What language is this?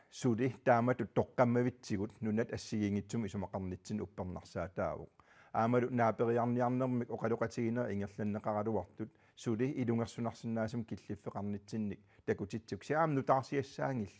Kalaallisut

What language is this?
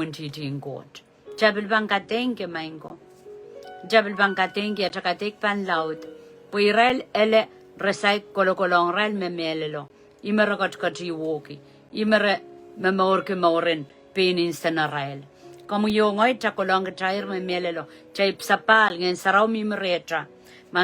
Pohnpeian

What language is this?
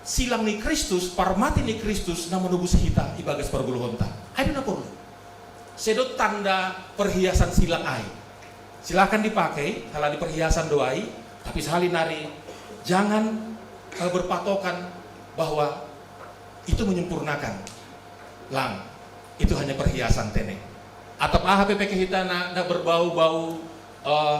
Batak Simalungun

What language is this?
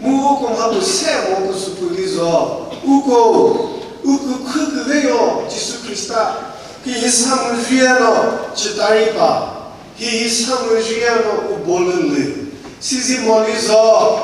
Chokri Naga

